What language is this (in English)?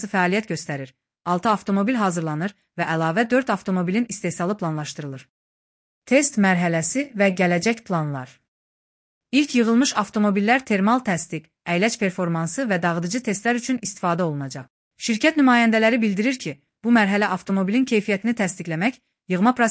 Azerbaijani